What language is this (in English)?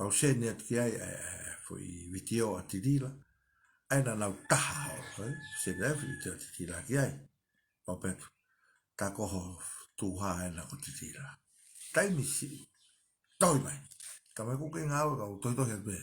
Tongan